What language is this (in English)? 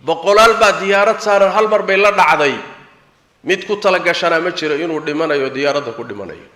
Somali